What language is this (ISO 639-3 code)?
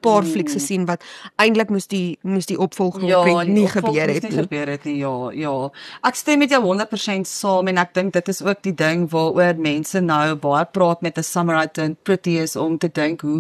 afr